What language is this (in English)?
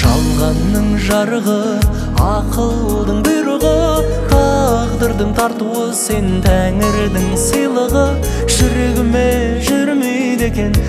Kazakh